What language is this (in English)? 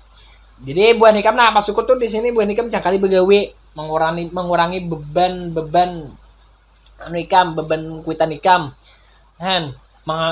Banjar